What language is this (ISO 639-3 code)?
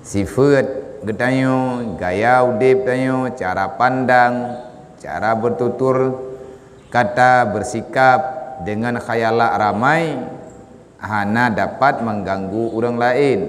ace